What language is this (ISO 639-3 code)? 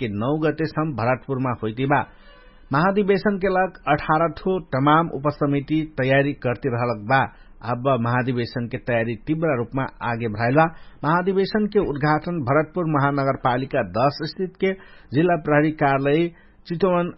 thl